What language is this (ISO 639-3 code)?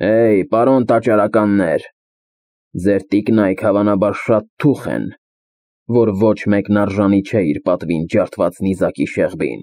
hye